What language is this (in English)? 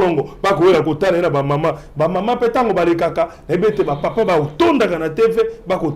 Lingala